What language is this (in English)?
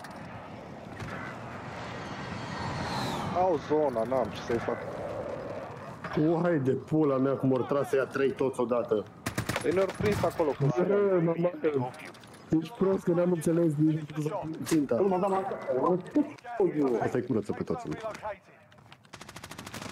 Romanian